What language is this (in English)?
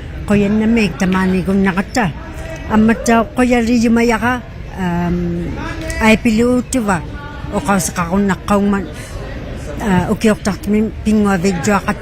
Inuktitut